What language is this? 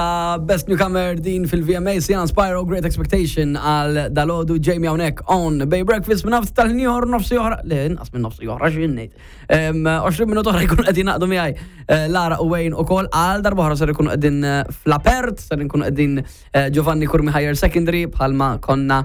Maltese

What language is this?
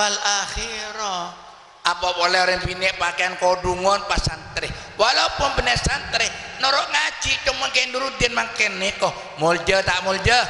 Madurese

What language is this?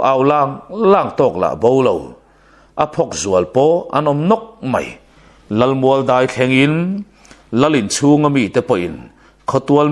Mizo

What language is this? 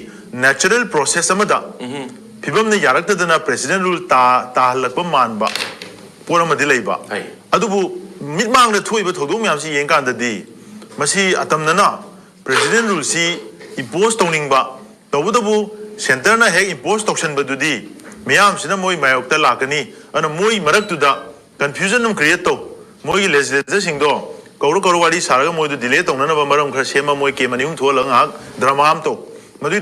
Manipuri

